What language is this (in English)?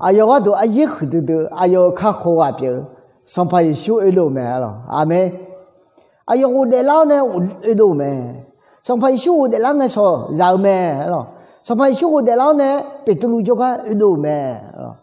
Akha